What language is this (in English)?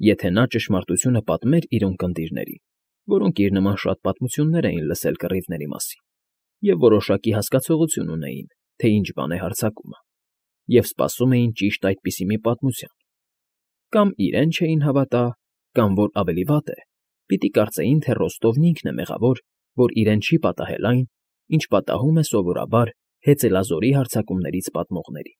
Armenian